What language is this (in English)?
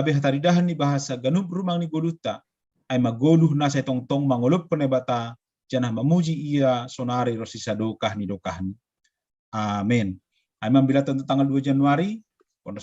Batak Simalungun